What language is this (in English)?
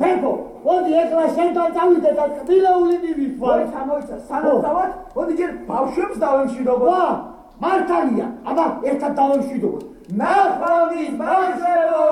Georgian